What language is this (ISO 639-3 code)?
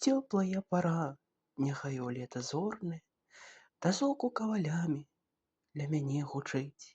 bel